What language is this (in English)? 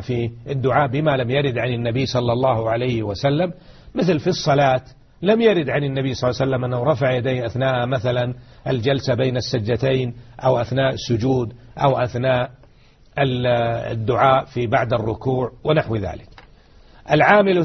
Arabic